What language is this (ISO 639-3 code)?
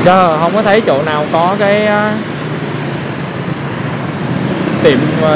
vie